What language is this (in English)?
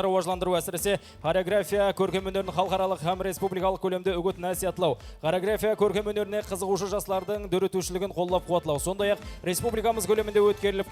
Kara-Kalpak